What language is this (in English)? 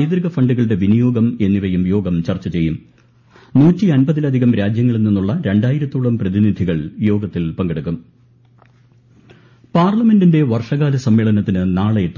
Malayalam